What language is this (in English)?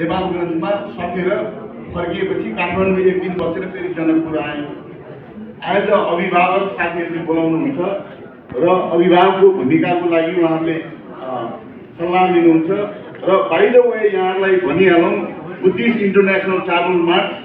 Nepali